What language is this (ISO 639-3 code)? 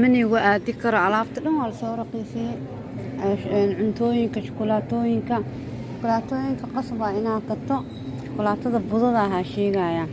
som